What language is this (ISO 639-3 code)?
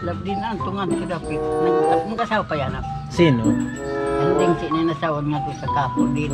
war